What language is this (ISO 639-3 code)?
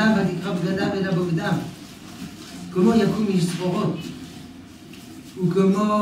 heb